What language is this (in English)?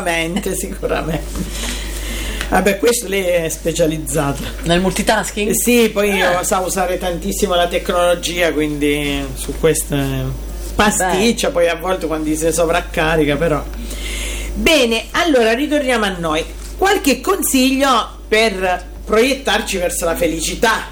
Italian